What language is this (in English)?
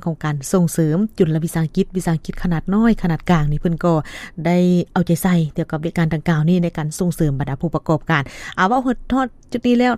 Lao